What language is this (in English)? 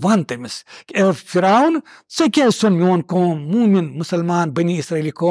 Kashmiri